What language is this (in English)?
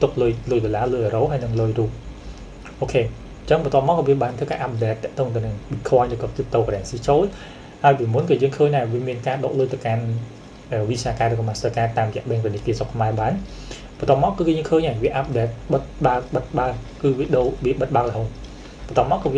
Khmer